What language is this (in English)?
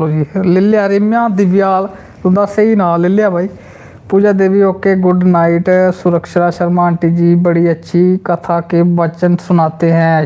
Dogri